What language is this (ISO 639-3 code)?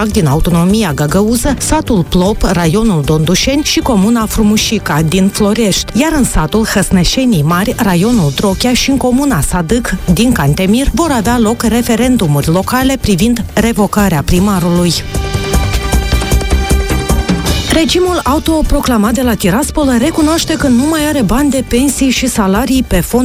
ron